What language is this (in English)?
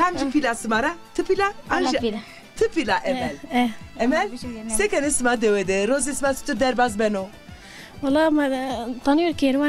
Zaza